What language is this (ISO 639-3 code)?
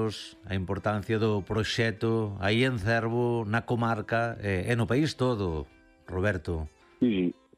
glg